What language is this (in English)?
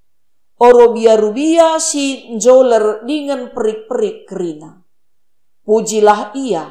Batak Karo